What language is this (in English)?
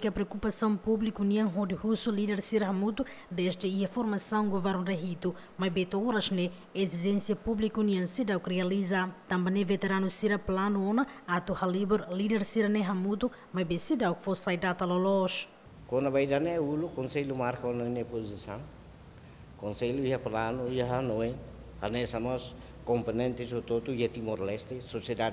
Tetum